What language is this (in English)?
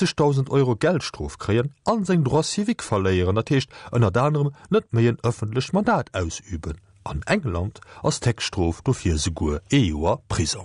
Luxembourgish